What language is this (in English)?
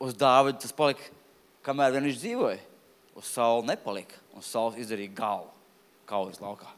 Latvian